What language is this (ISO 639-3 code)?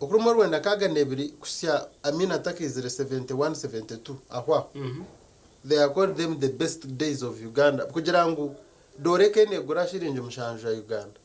nyn